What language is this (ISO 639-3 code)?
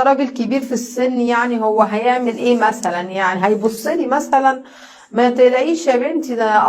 arz